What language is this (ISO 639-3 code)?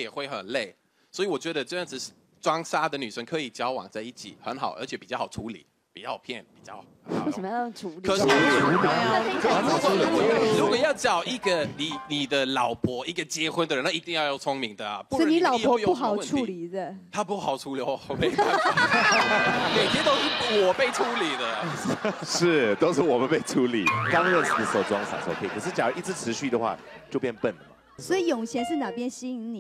zho